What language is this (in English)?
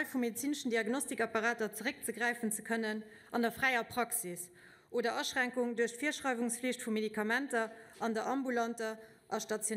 Luxembourgish